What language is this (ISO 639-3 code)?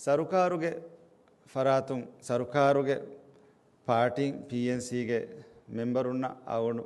div